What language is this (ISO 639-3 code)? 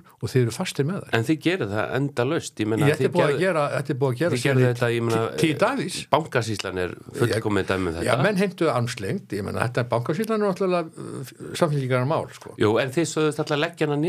isl